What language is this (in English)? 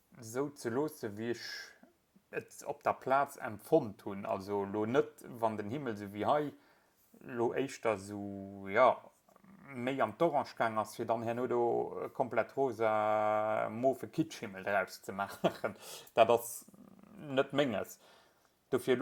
Luxembourgish